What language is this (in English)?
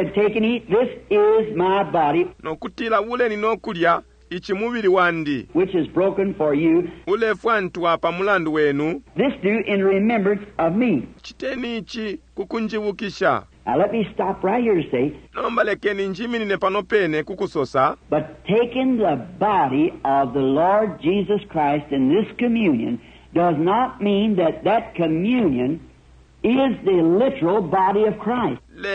Bemba